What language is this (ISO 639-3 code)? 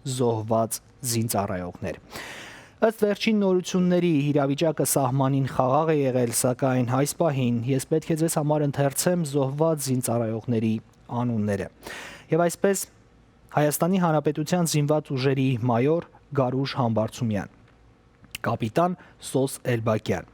hyw